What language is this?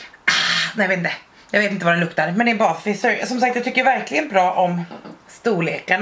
Swedish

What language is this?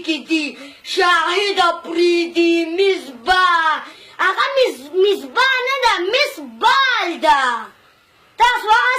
Pashto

